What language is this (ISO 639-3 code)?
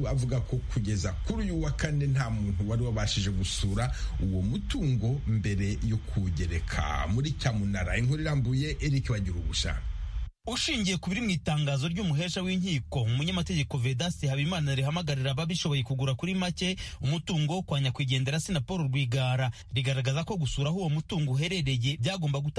kin